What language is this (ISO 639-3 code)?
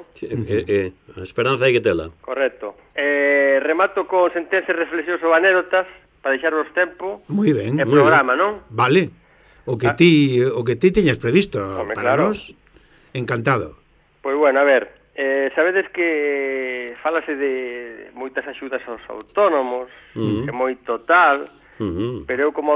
glg